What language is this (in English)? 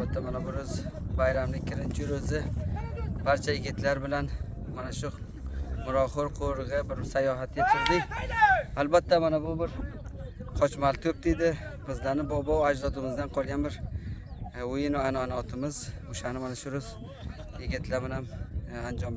Uzbek